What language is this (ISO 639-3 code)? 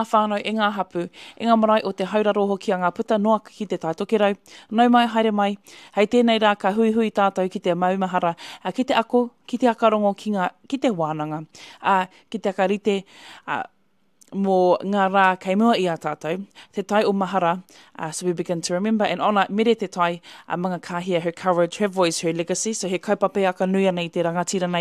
mri